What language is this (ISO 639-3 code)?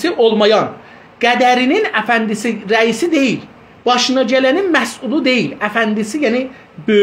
azb